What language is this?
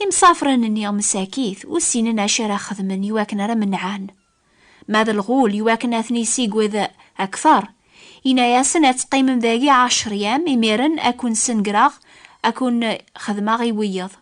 Kabyle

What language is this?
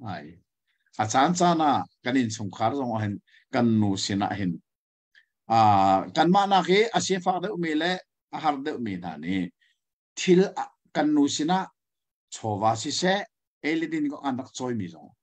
Hakha Chin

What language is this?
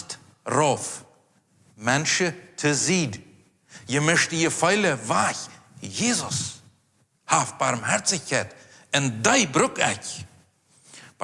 Plautdietsch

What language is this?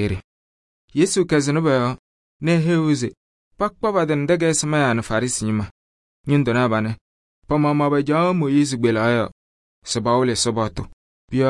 Kabiyè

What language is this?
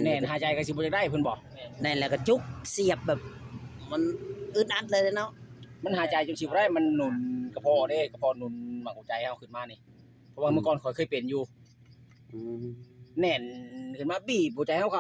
Northeastern Thai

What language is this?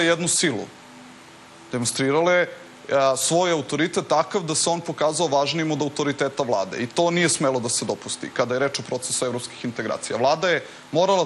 Serbian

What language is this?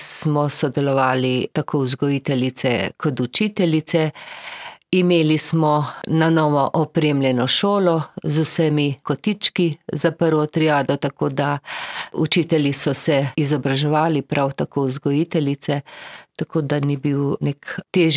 Slovenian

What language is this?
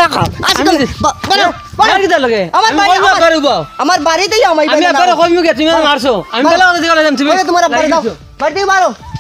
Sylheti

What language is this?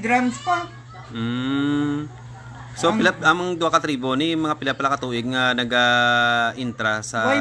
Hiligaynon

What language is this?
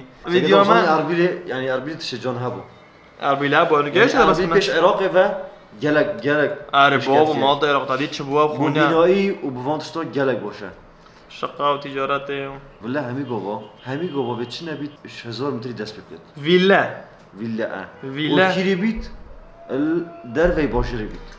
Kurdish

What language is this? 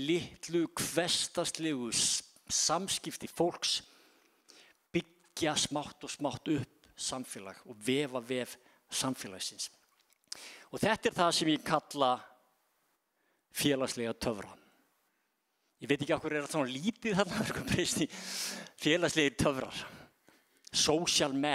Icelandic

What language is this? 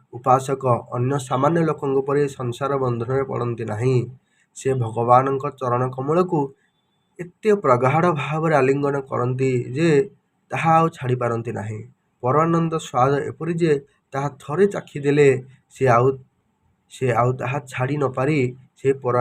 Odia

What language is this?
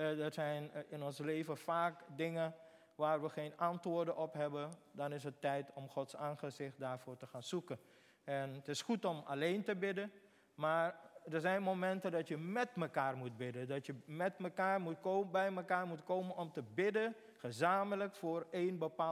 Dutch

